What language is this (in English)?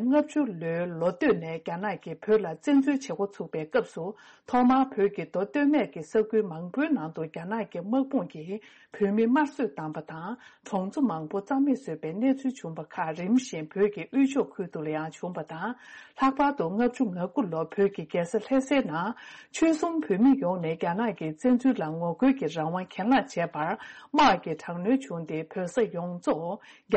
Tibetan